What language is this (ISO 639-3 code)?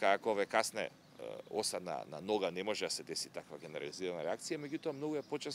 mkd